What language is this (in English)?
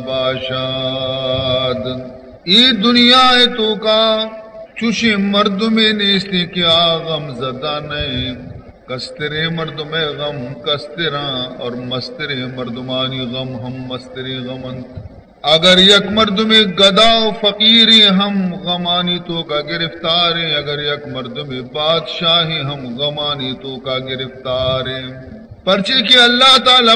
Baluchi